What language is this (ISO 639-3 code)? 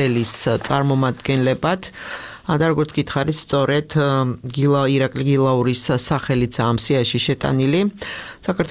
kat